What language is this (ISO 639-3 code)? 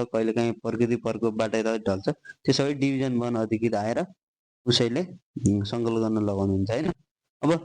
nep